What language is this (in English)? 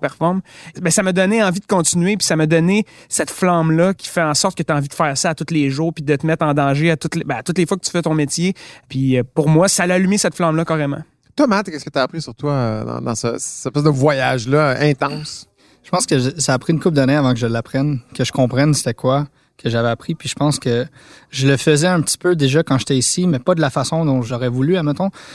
French